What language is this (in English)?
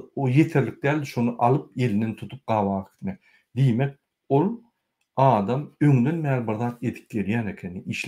Turkmen